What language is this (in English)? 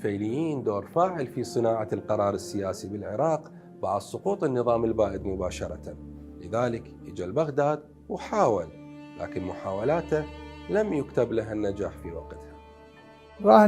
Mesopotamian Arabic